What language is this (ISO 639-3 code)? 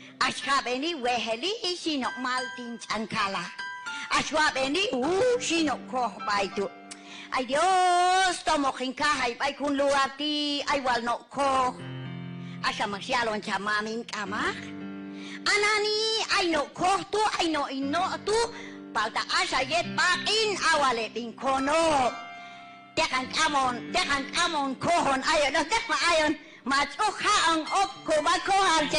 kjb